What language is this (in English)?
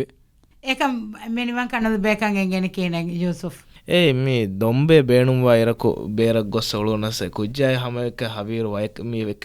Divehi